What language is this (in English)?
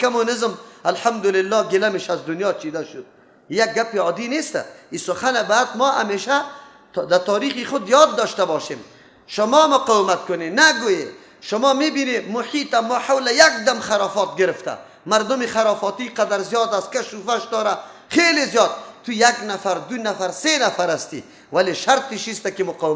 Persian